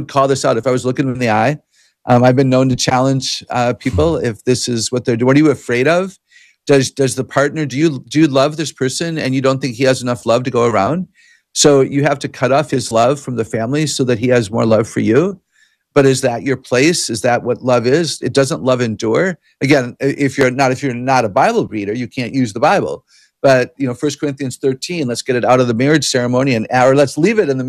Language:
English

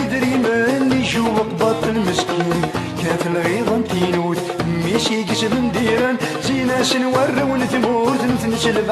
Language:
Kabyle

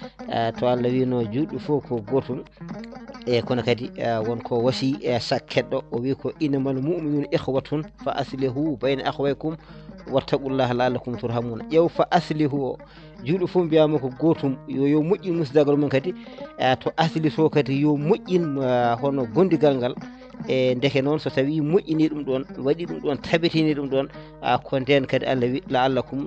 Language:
Fula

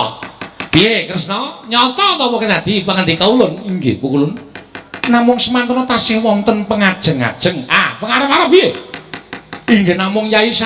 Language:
Javanese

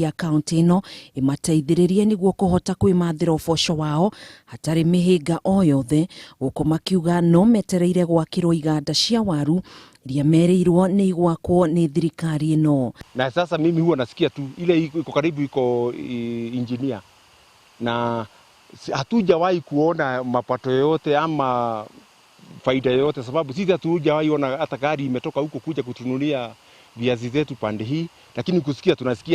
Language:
Kikuyu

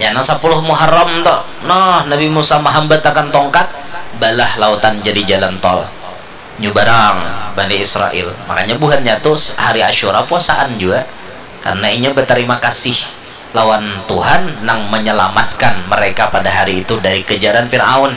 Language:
Banjar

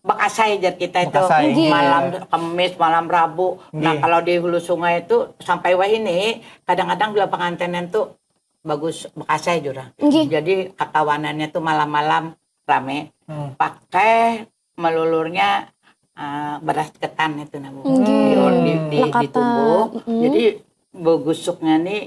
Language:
Banjar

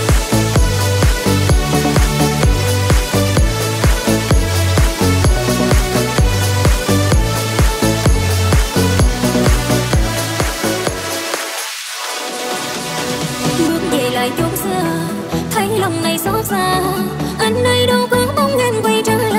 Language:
Vietnamese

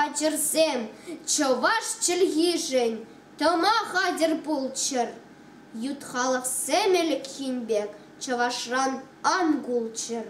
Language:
Chuvash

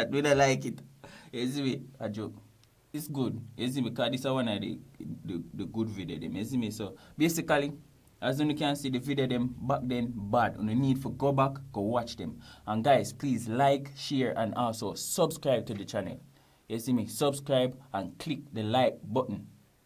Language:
Jamaican Creole English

